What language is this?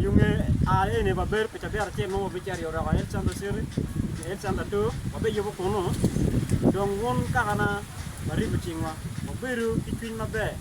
Acoli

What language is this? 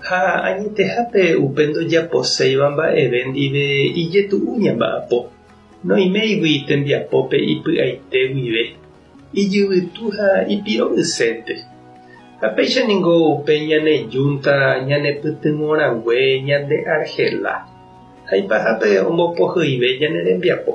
Guarani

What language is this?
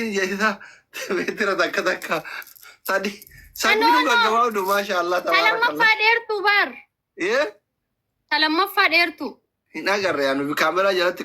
Oromo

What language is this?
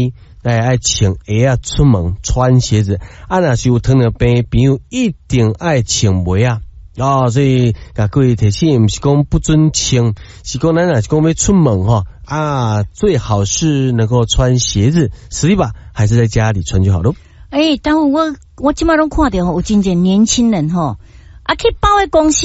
Min Nan Chinese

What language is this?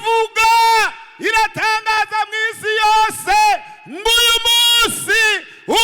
Rundi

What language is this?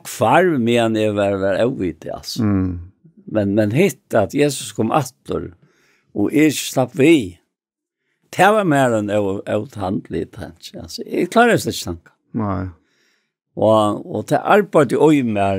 Faroese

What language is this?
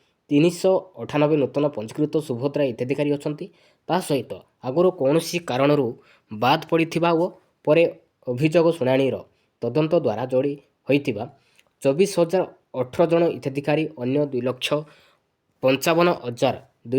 Odia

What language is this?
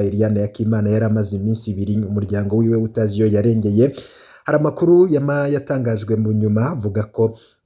Rundi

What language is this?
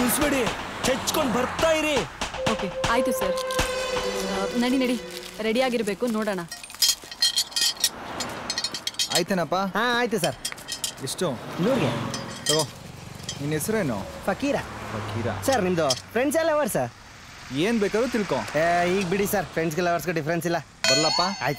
Kannada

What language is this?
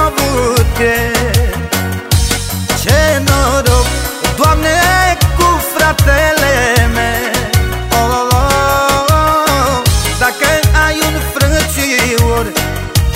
Romanian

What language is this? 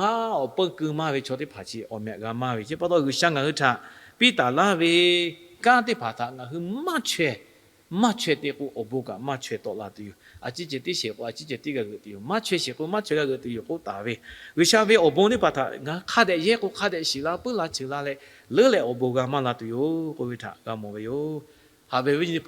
Lahu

